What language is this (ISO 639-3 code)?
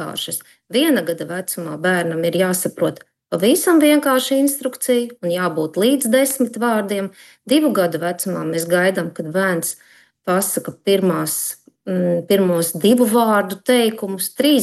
lav